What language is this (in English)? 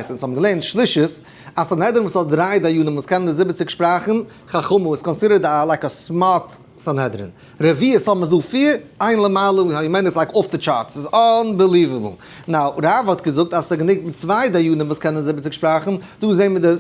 Yiddish